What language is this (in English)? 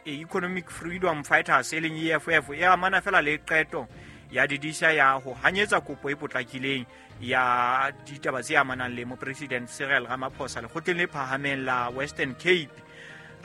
Southern Sotho